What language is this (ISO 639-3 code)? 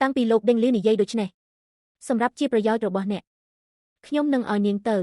khm